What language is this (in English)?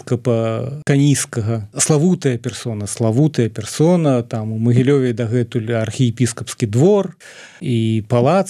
Belarusian